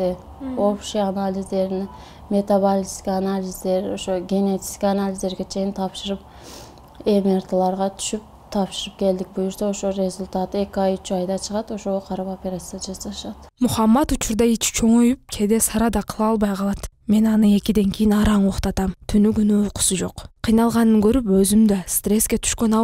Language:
Kyrgyz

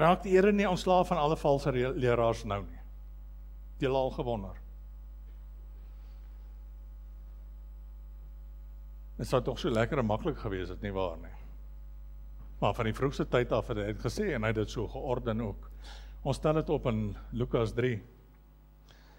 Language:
Afrikaans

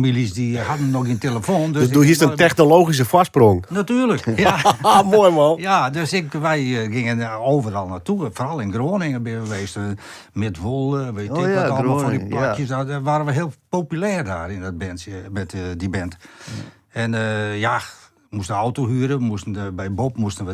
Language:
Western Frisian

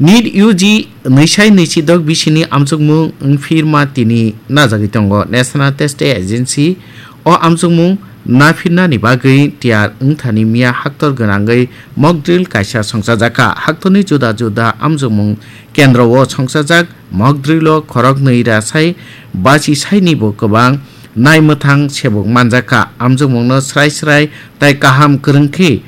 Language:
Kok Borok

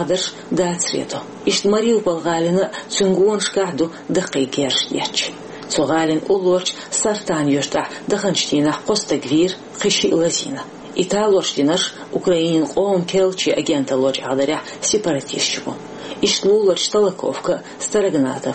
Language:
Chechen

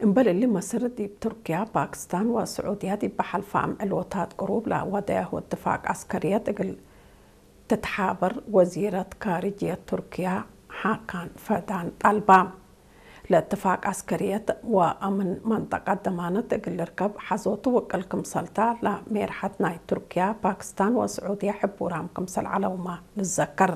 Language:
Tigre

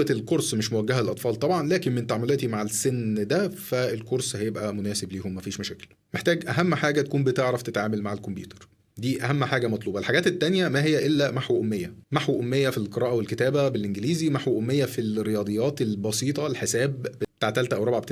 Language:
Egyptian Arabic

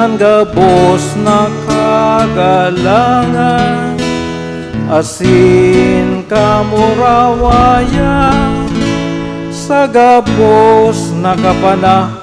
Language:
Bikol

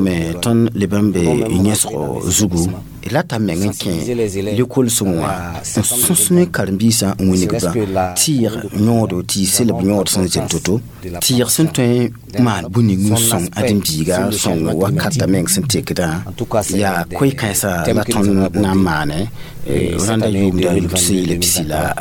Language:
Mossi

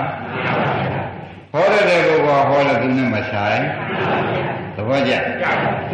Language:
Burmese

